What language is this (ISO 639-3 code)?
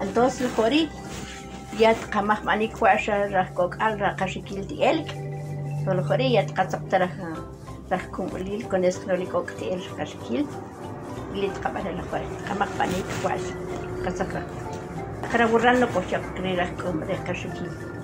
usp